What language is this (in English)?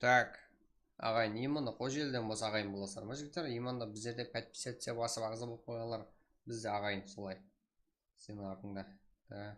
Kara-Kalpak